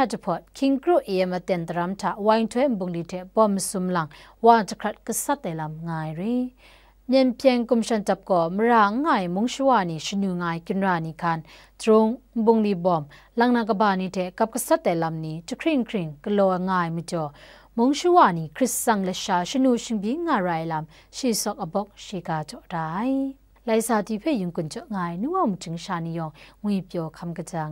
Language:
Kachin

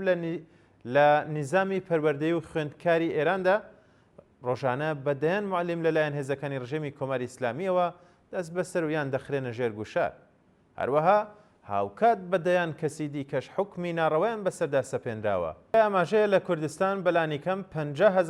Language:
Central Kurdish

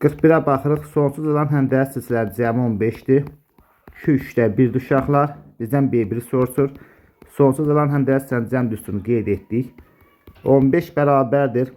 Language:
Azerbaijani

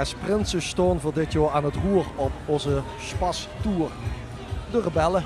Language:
Limburgish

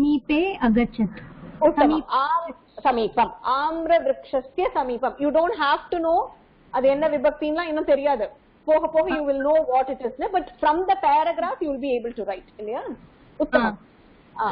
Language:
Tamil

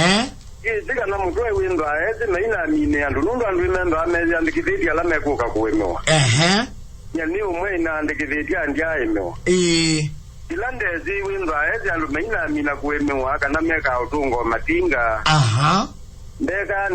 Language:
Kamba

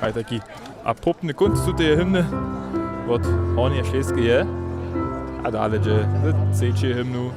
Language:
Upper Sorbian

